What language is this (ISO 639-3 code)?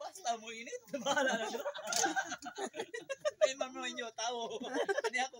ceb